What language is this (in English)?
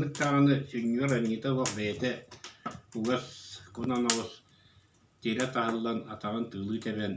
Yakut